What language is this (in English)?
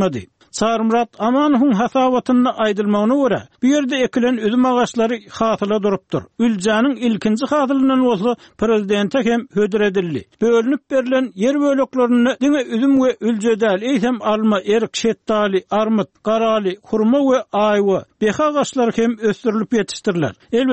Turkmen